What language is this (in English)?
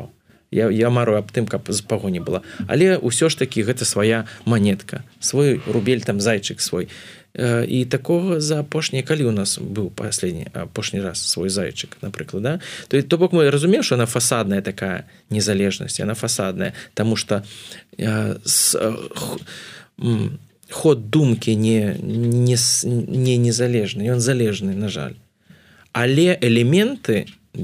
Belarusian